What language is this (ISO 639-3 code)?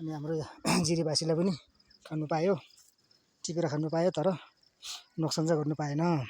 nep